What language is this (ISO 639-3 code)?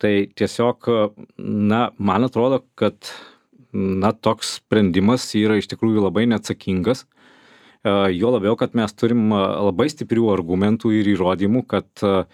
lit